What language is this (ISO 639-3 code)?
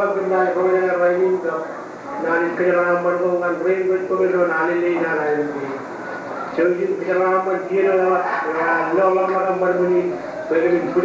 mah